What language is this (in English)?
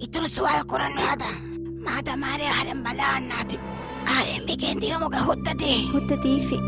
Divehi